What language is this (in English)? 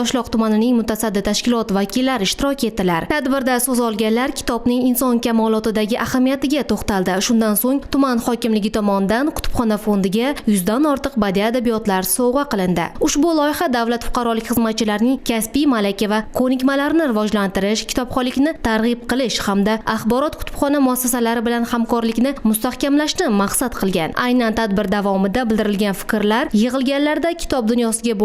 Uzbek